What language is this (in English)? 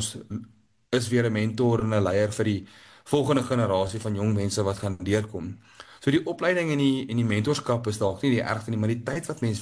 Afrikaans